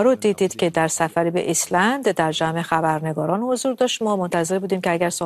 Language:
Persian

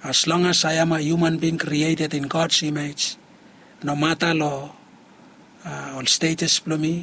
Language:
Bislama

